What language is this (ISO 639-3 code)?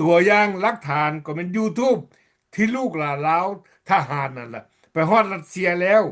lao